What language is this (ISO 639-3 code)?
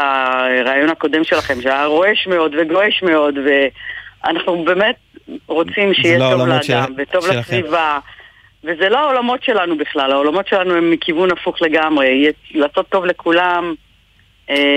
heb